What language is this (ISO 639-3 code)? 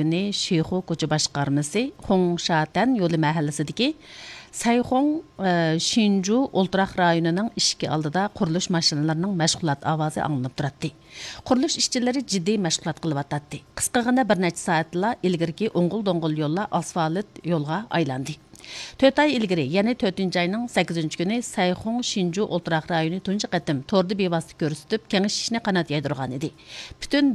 uig